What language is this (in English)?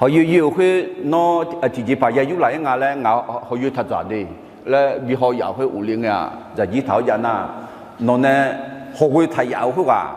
Akha